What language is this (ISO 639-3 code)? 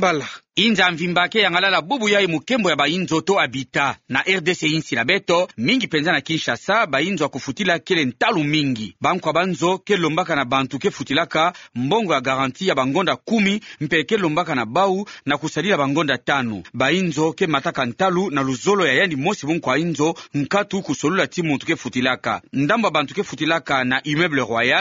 ktu